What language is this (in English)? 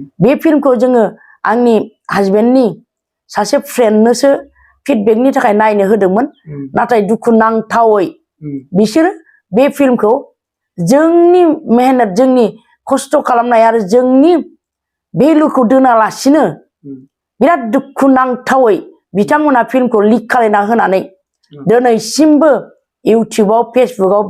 Bodo